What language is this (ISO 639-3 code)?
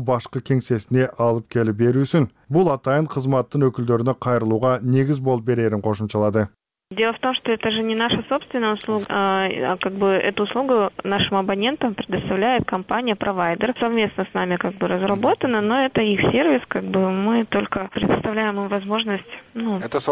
kir